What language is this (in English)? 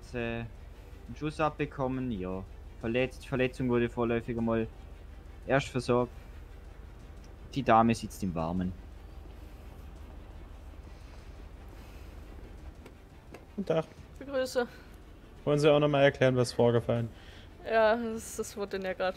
German